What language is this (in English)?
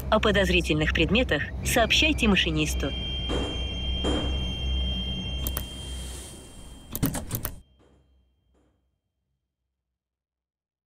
Russian